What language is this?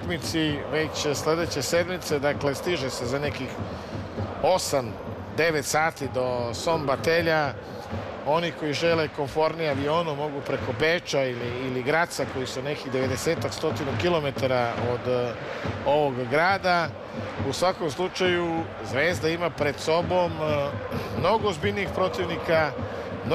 Serbian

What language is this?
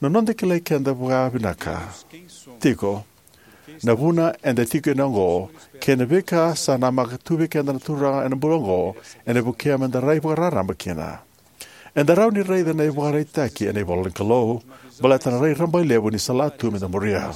Fijian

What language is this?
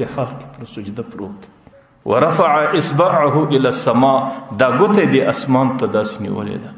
Pashto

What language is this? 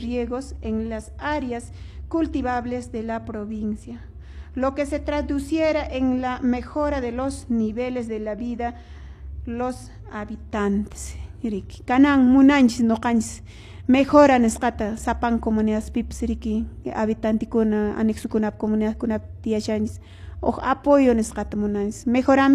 Quechua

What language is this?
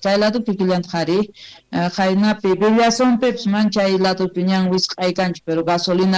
South Bolivian Quechua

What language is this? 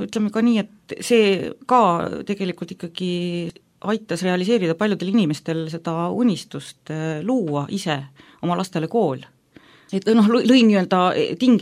Estonian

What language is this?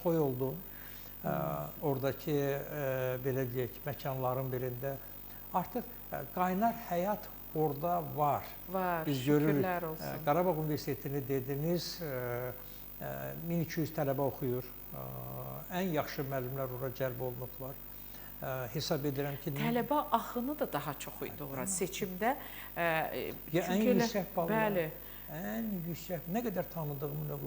Azerbaijani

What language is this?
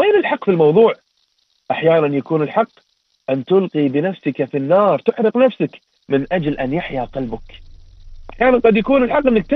Arabic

